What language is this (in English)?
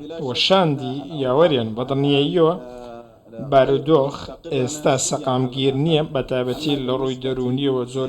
Central Kurdish